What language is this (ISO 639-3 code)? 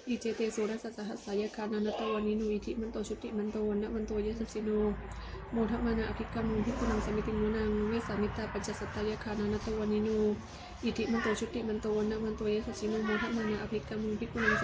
pli